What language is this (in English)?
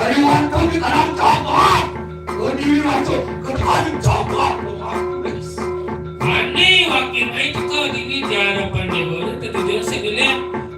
Balinese